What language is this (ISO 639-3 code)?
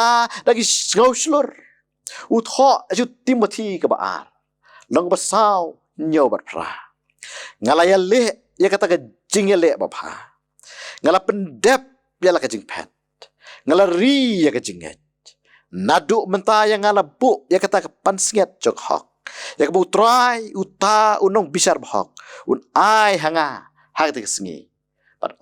kha